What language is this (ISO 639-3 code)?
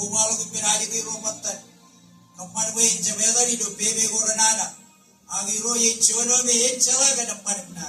mah